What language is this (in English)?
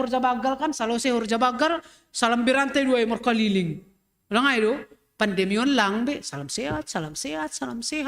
Batak Simalungun